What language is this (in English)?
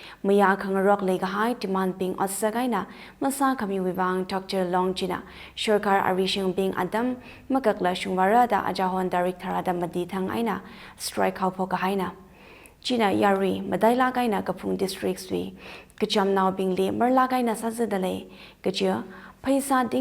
Tangkhul Naga (India)